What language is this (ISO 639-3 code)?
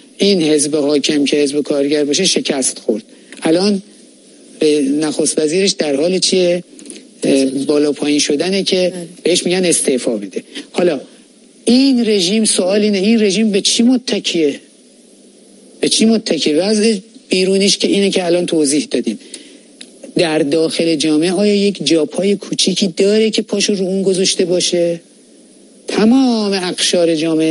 fas